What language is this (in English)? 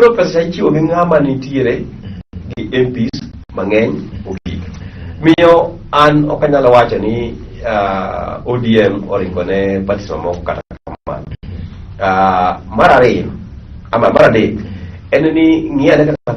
Luo (Kenya and Tanzania)